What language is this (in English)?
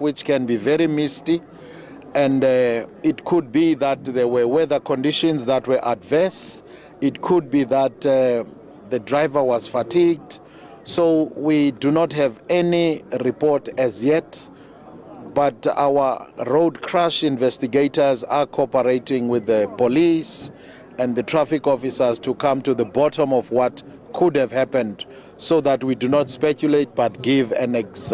Venda